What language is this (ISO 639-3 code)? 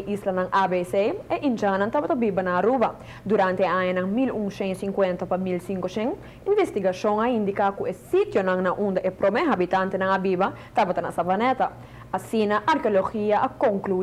pap